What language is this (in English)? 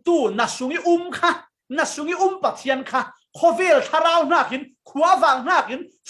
Falam Chin